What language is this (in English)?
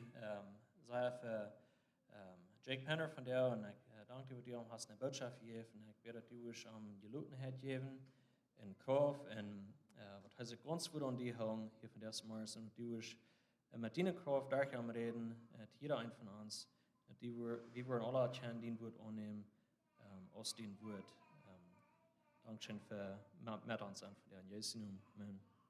Plautdietsch